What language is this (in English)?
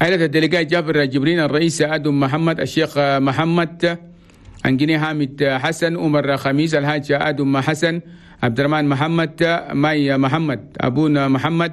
Chadian Arabic